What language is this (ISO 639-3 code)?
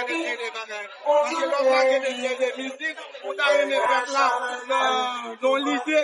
hat